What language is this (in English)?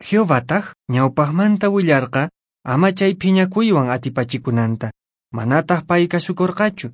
Quechua